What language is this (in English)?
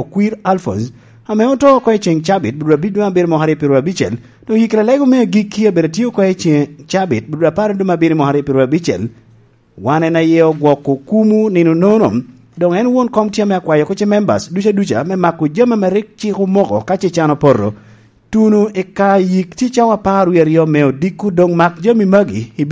Lango (Uganda)